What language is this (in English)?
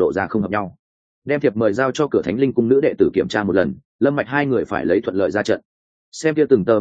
Vietnamese